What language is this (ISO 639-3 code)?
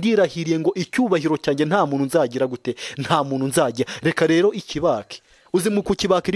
kin